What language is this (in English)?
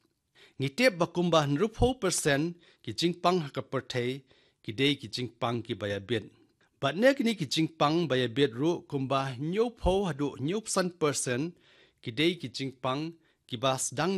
Khasi